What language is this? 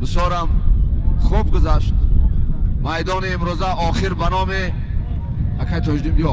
Tajik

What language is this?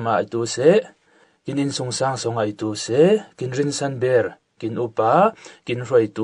Falam Chin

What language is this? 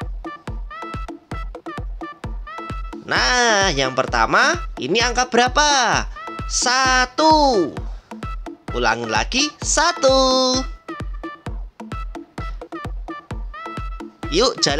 Indonesian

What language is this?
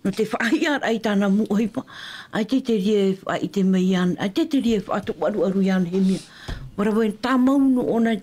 Tahitian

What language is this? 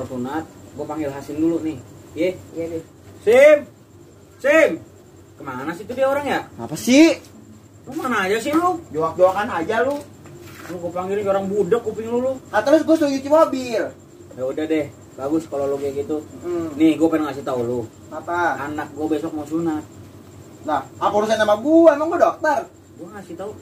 Betawi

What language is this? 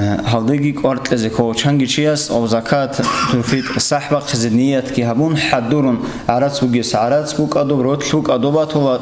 Avaric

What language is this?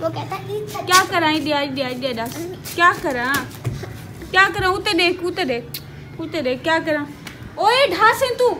Saraiki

